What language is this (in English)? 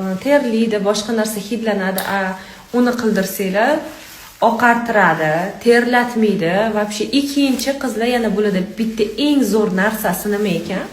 Uzbek